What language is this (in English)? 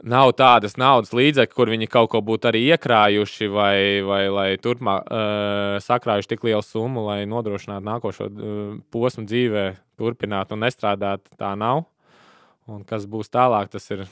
Latvian